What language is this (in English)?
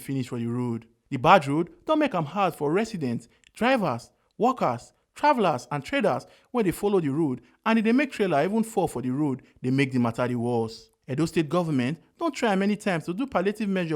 Nigerian Pidgin